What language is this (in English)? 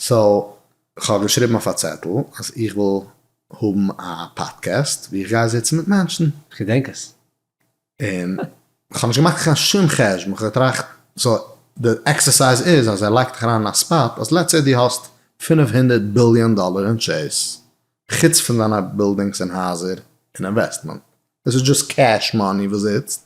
Yiddish